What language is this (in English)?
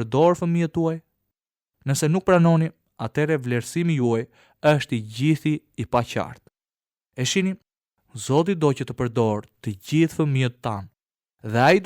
Albanian